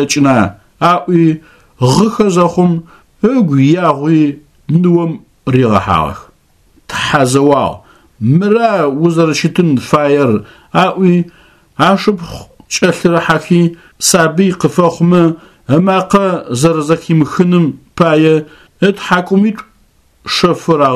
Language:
Adyghe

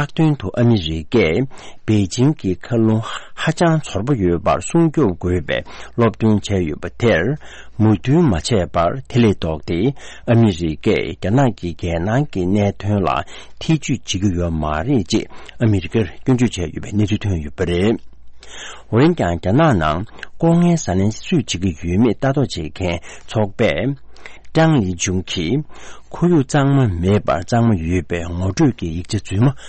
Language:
Tibetan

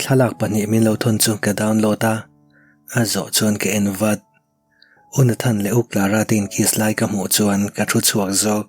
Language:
Mizo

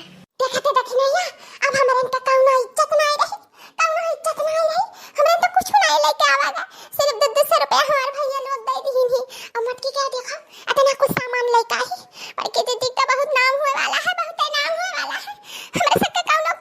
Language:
Awadhi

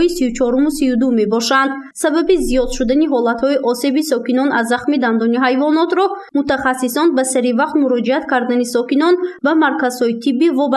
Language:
Tajik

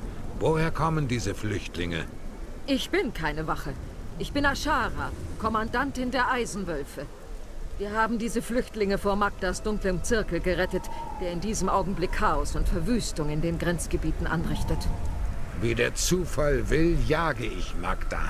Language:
Swiss German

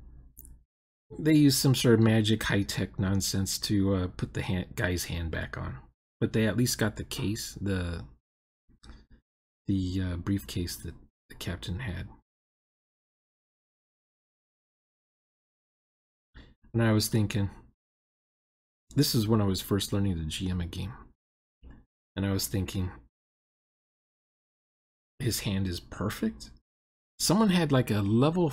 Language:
English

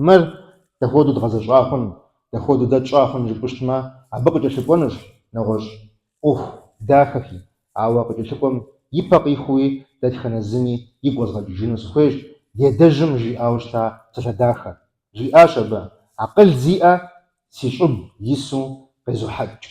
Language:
Kabardian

